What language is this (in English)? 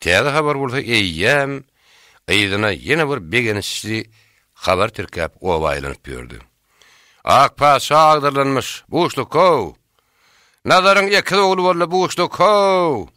Turkmen